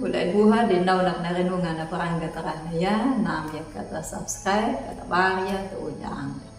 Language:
Anakalangu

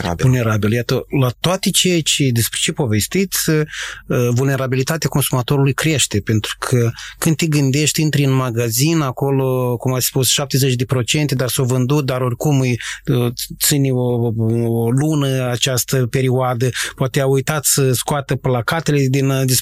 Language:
Romanian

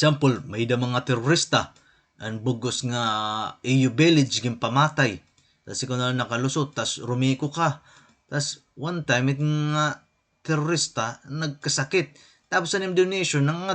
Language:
Waray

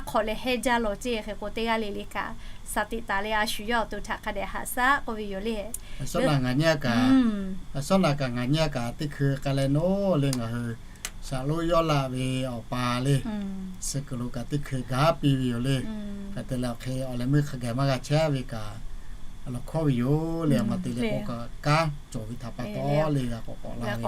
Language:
Lahu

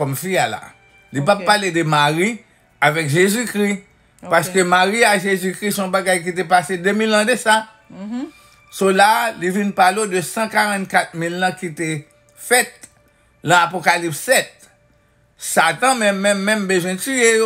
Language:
Haitian Creole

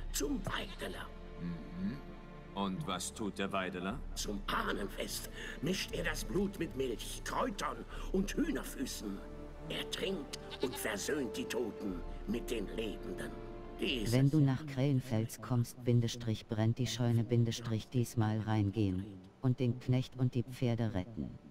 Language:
German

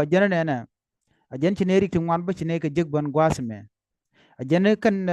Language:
Nuer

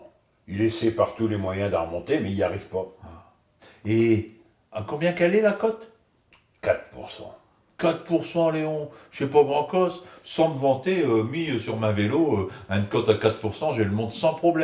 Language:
Picard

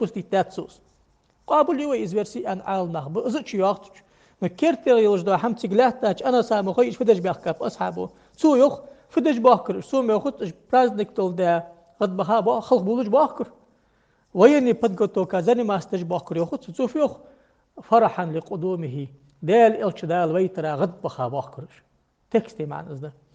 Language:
Ingush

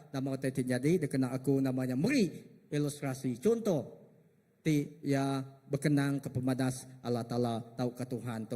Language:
Iban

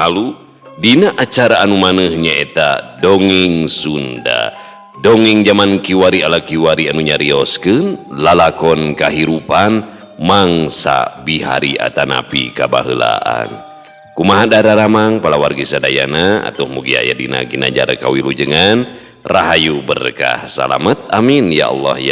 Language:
Sundanese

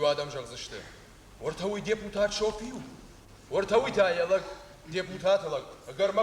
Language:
Ossetic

